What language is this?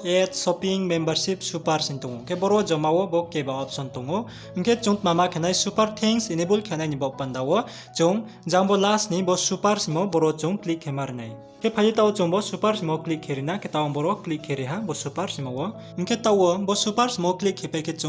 Riang (India)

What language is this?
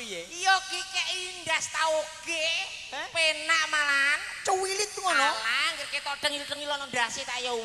Javanese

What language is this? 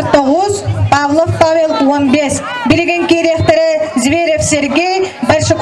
Yakut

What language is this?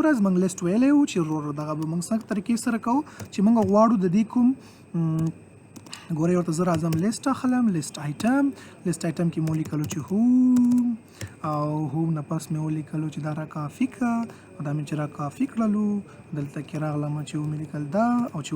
Pashto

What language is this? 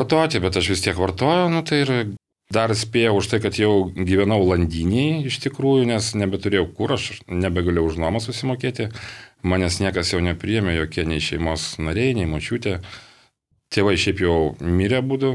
Lithuanian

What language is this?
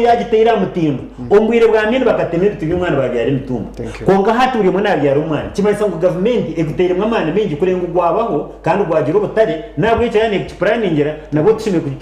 Nyankole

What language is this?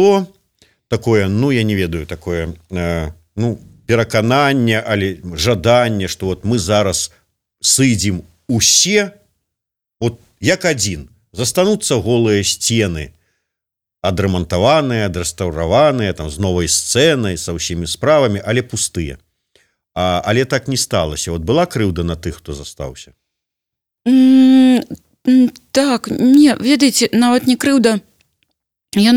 Belarusian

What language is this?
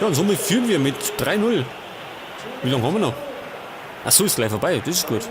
Bavarian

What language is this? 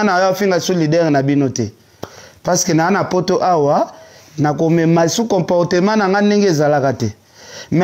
Lingala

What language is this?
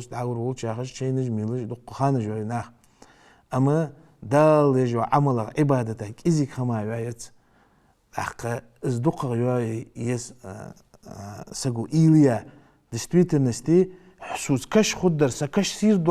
Ingush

